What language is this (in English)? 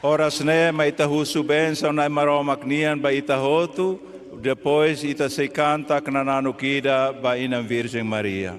Tetum